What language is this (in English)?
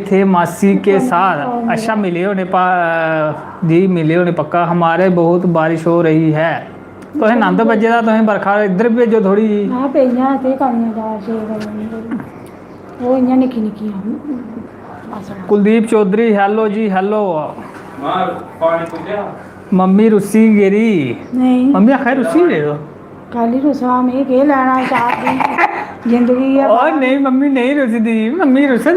Dogri